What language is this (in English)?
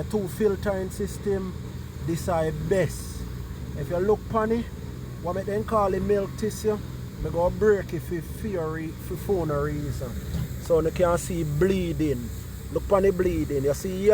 Jamaican Creole English